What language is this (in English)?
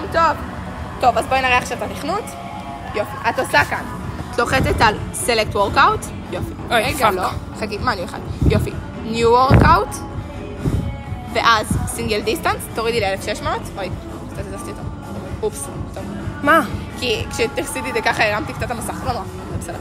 Hebrew